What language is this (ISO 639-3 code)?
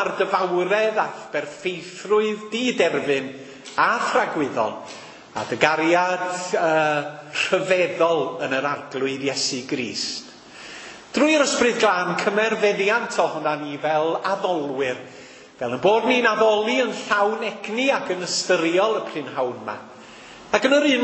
cym